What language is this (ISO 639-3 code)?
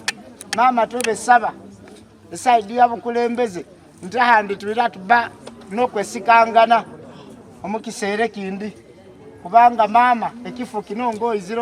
xog